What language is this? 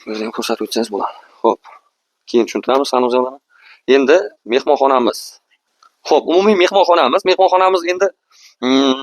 Uzbek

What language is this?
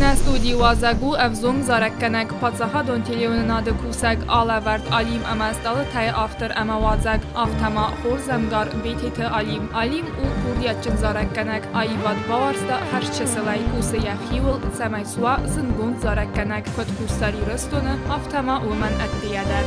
Ossetic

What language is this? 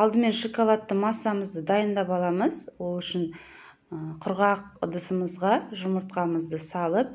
Kazakh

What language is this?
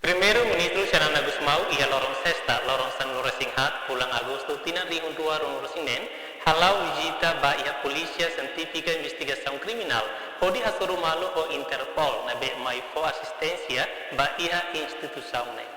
Tetum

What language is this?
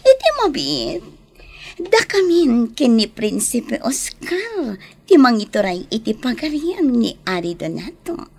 Iloko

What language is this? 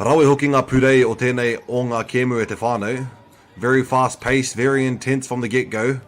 Māori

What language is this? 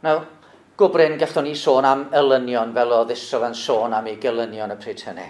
Welsh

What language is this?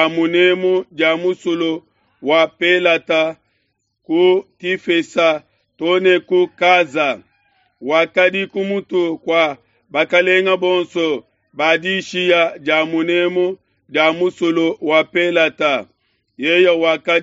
Luba-Lulua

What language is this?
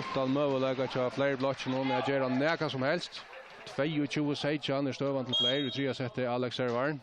Faroese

